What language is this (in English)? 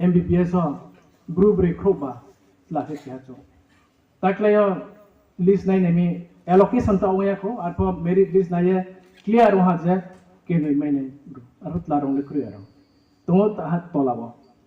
Riang (India)